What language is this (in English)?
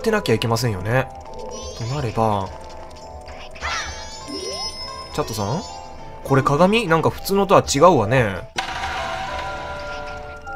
Japanese